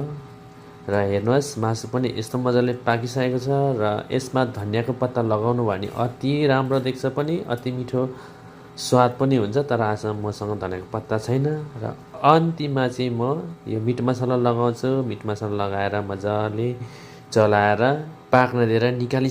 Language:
Nepali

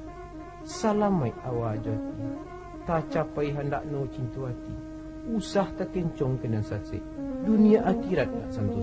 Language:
Minangkabau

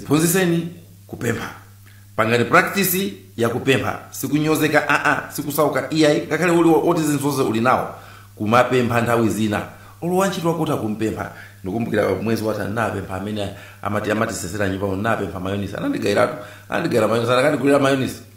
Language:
Nyanja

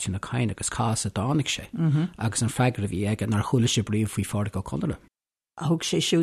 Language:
Irish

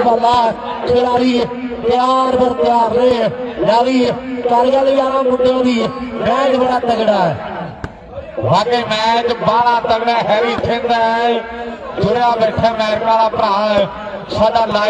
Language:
Punjabi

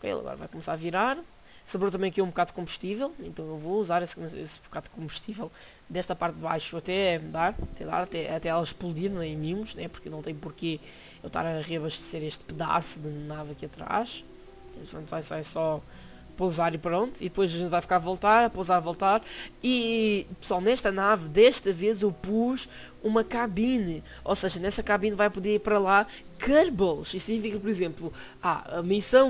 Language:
Portuguese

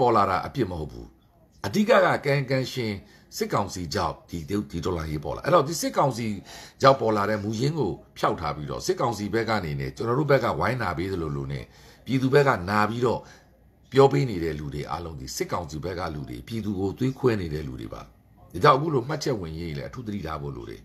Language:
Burmese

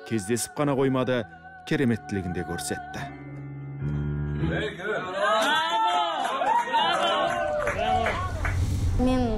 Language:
Kazakh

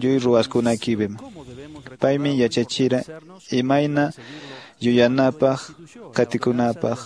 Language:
Quechua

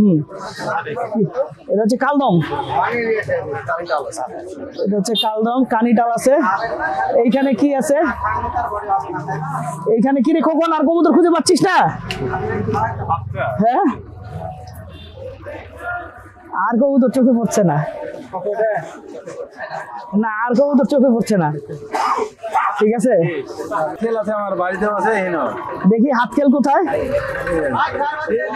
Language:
Bangla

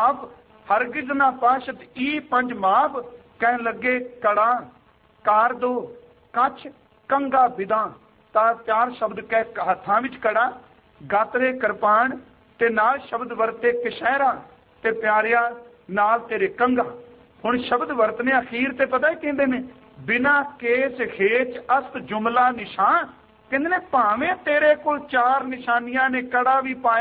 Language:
Punjabi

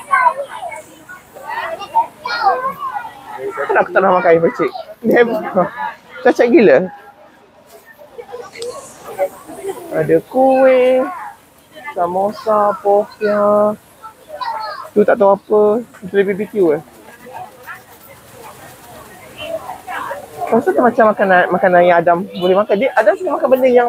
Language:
Malay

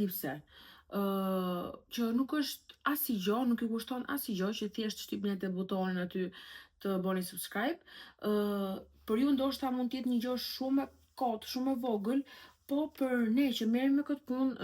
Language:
Albanian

